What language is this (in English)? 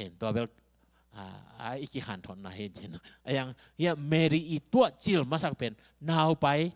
Tedim Chin